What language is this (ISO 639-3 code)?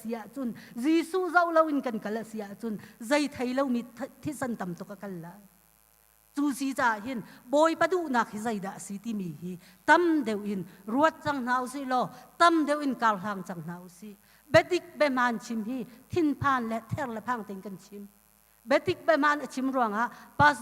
cnh